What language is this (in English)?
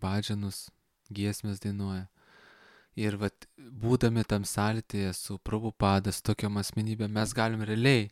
Lithuanian